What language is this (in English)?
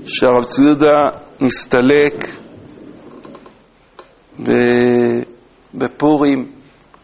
Hebrew